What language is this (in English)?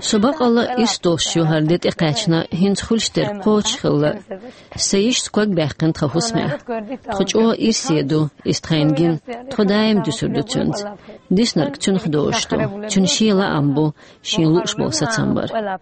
Chechen